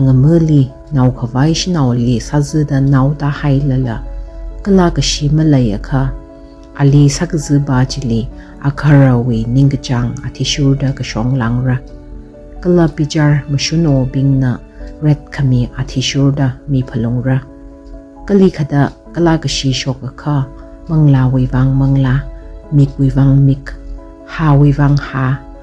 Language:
Tangkhul Naga (India)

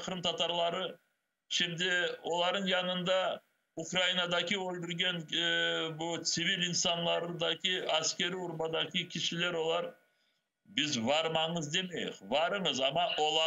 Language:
Crimean Tatar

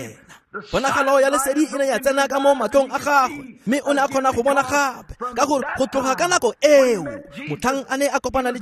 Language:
Tswana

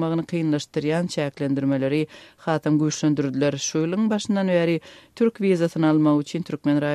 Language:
Turkmen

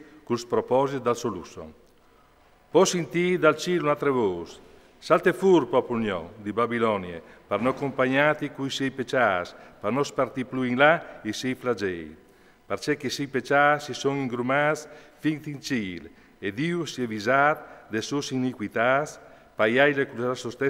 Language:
Friulian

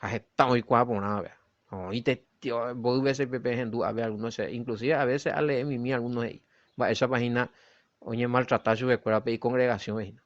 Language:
Guarani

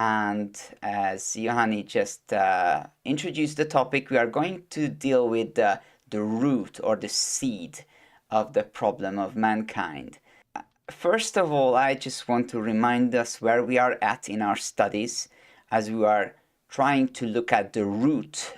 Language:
English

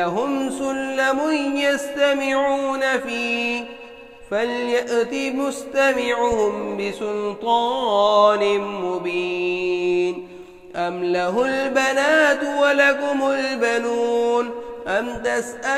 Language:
Arabic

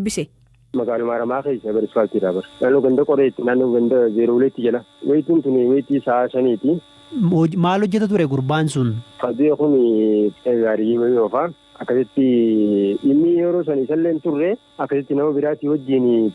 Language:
Oromo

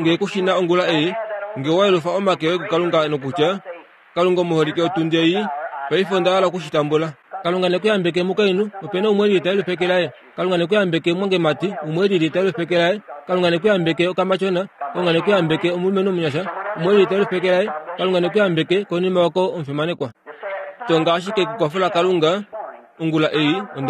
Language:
Kuanyama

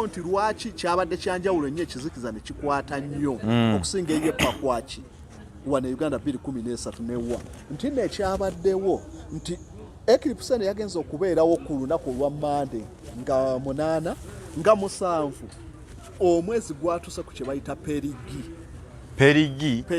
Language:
Ganda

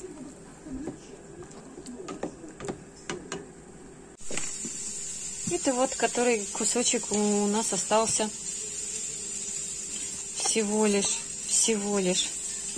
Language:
Russian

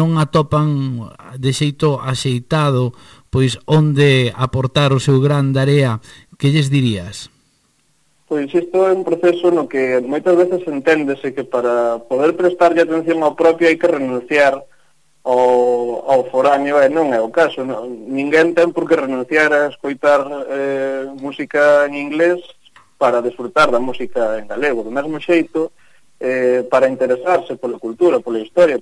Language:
Galician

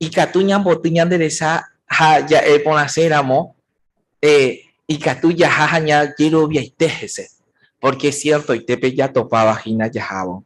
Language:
Guarani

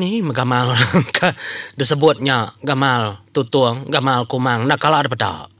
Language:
Iban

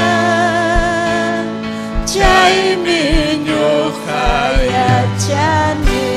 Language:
Ayacucho Quechua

